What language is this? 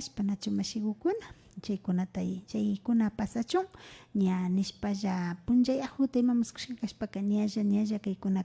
Imbabura Highland Quichua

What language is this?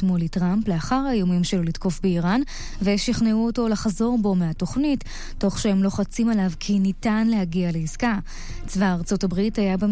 Hebrew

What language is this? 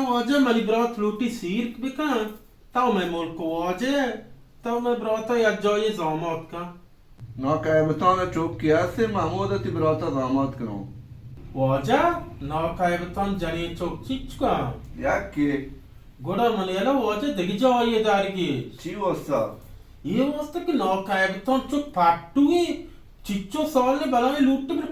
Baluchi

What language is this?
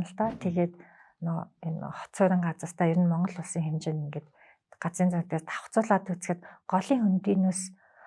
Mongolian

